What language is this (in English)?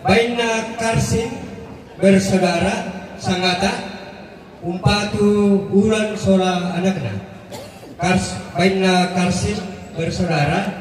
Toraja-Sa'dan